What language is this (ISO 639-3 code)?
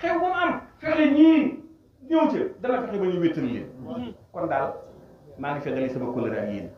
wol